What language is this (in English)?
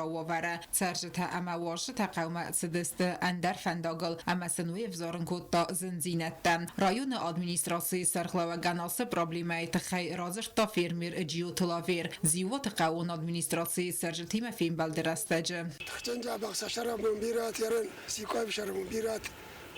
Ossetic